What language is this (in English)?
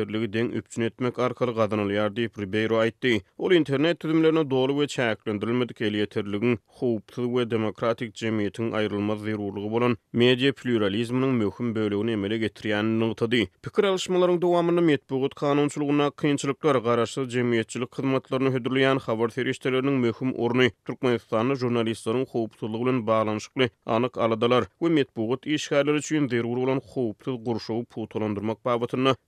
Turkmen